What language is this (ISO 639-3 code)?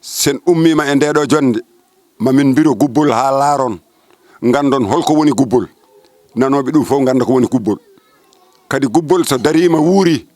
ful